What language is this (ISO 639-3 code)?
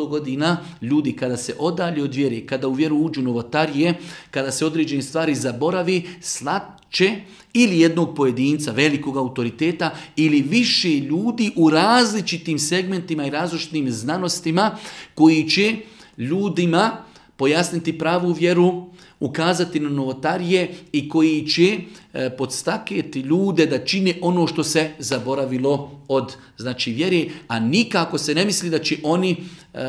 bos